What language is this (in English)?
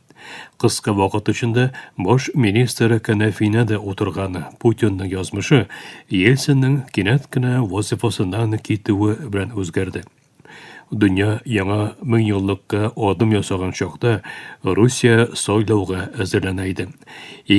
Tatar